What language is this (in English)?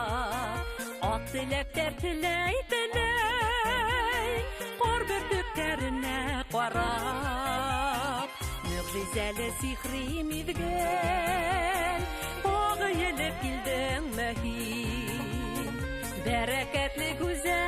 Bashkir